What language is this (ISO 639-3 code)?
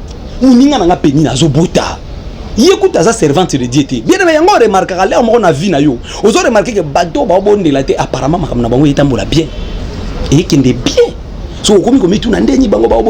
lin